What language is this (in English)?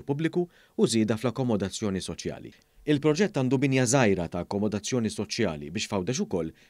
Maltese